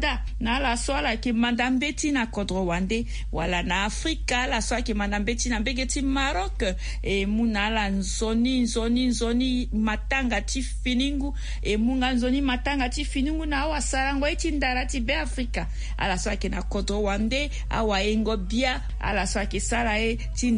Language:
Sango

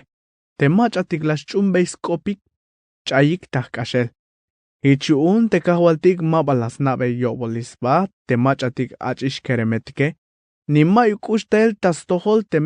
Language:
Tzeltal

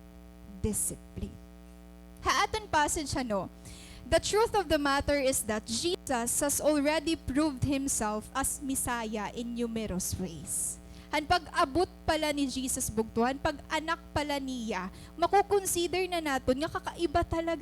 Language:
Waray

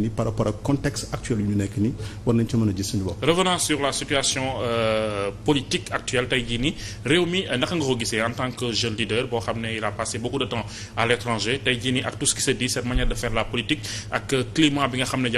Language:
Wolof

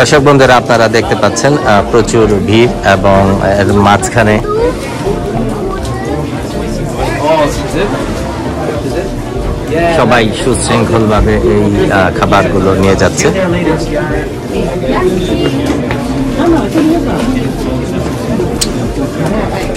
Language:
Bangla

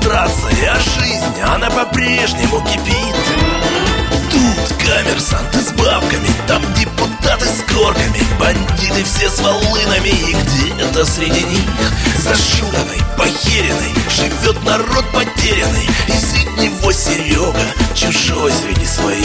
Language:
Russian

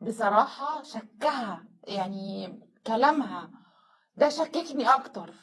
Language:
Egyptian Arabic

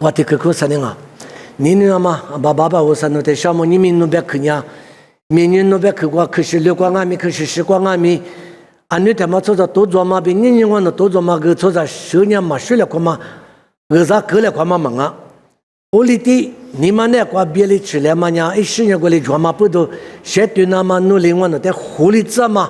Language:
Lisu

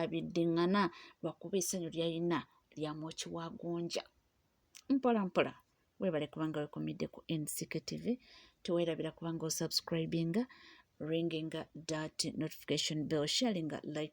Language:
Ganda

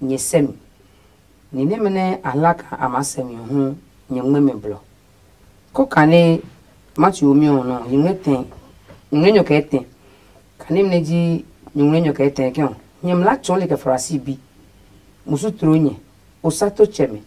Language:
Adangme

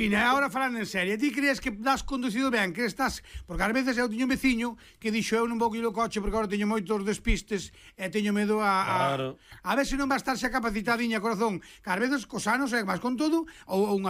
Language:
Galician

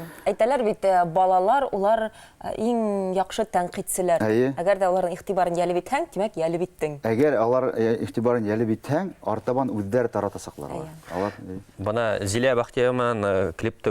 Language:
Bashkir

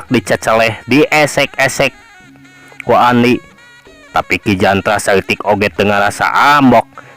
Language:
Sundanese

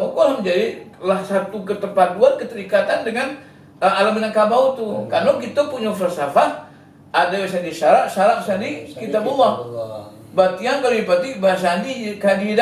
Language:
Minangkabau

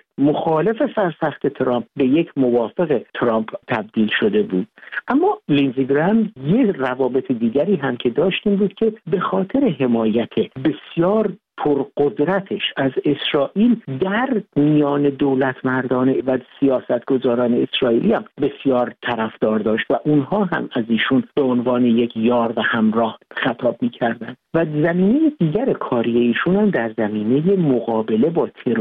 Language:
Persian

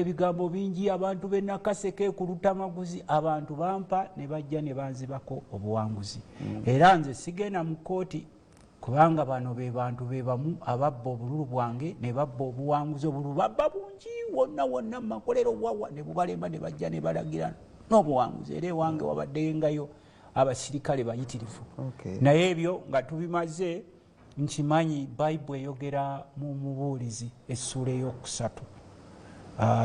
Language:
Ganda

